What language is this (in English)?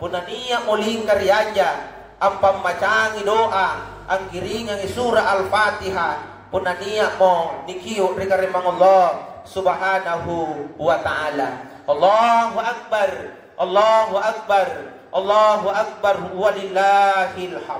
Makasar